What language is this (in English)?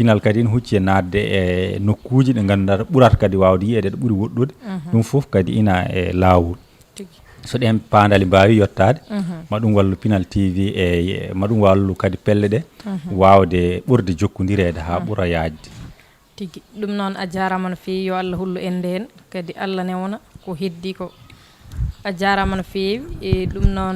Fula